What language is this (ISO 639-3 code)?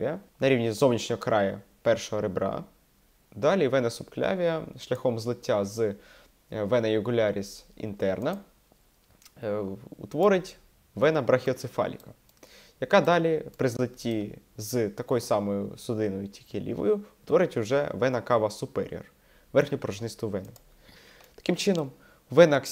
ukr